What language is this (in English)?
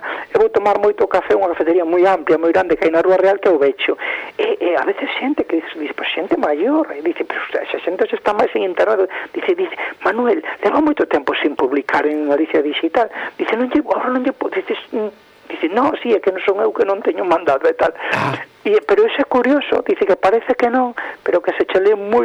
Galician